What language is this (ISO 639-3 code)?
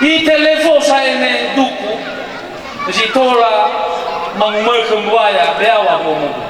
nia